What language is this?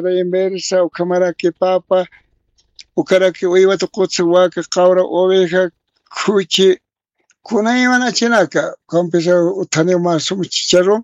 Aymara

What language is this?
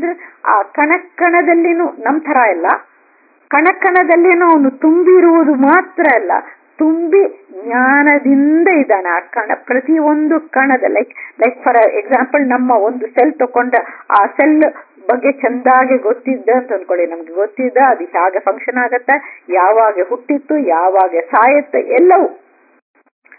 Kannada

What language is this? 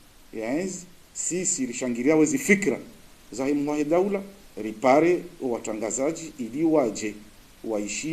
Ngazidja Comorian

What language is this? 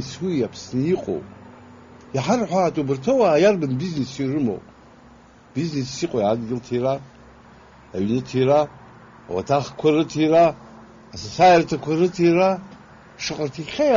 Abkhazian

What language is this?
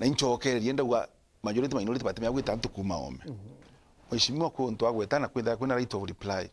Meru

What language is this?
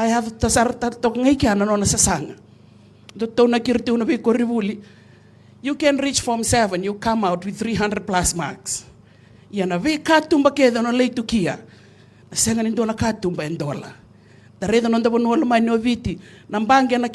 Fijian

